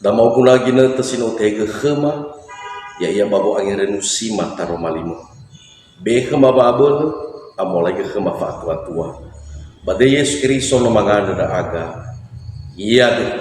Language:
Nias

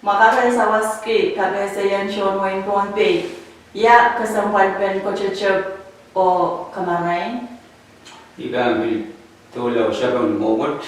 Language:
Pohnpeian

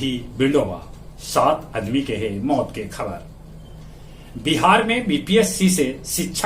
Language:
Magahi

